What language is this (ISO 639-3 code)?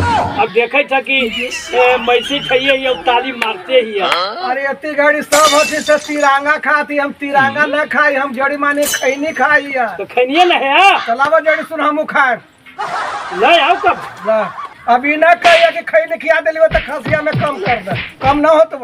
mag